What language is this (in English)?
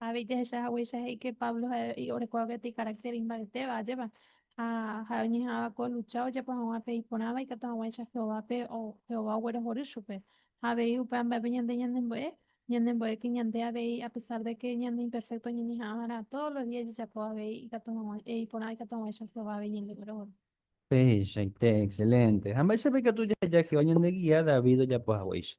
Guarani